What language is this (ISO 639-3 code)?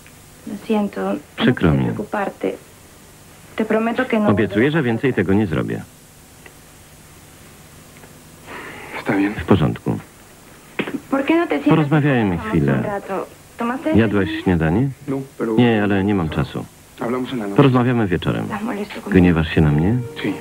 pol